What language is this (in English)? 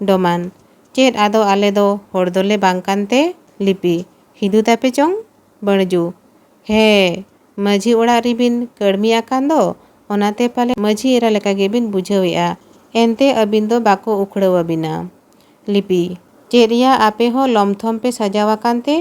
Santali